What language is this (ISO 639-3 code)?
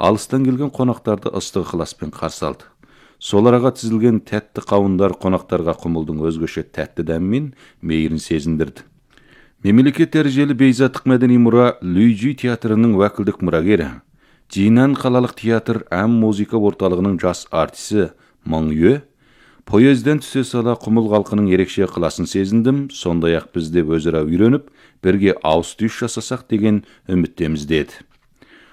kaz